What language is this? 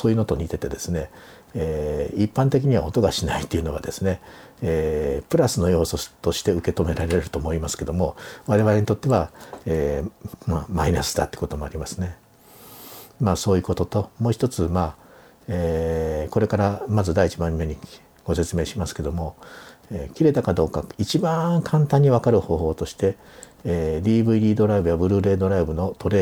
Japanese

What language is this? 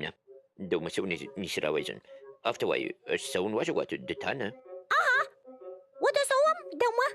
Ossetic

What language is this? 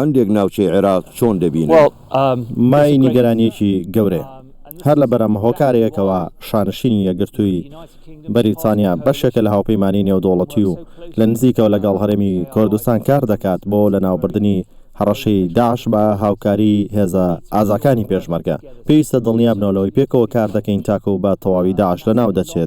Central Kurdish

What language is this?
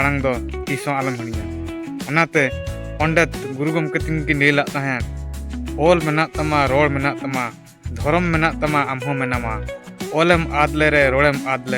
Santali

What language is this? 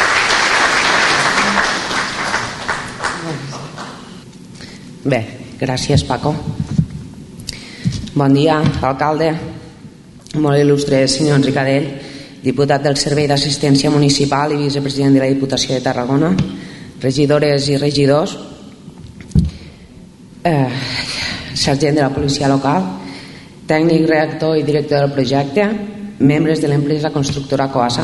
Catalan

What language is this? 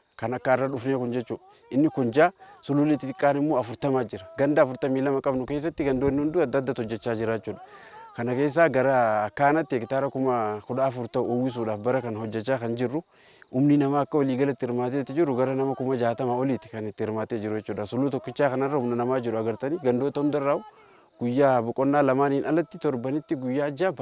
Oromo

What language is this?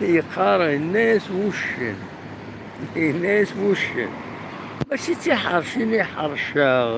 Kabyle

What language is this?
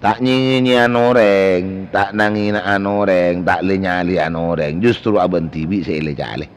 Madurese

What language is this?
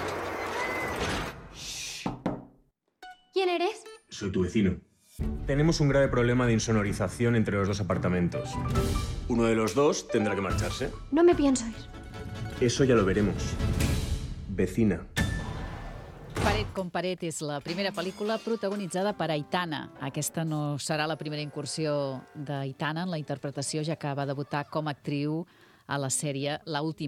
Catalan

